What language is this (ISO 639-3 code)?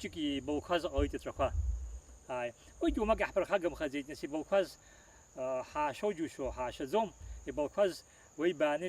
abk